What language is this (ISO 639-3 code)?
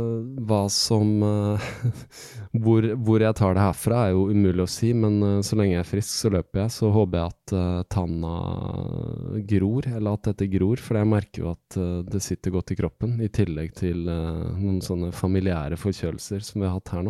nor